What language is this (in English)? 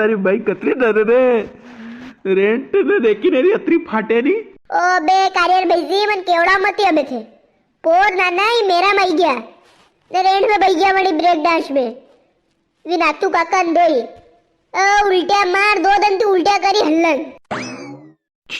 Rajasthani